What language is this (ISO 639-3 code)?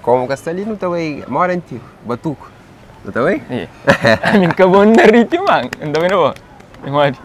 kea